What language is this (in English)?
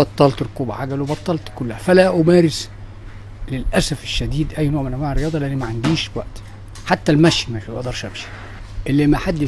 Egyptian Arabic